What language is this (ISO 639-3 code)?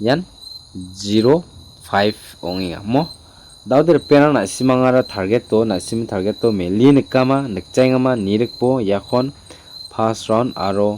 grt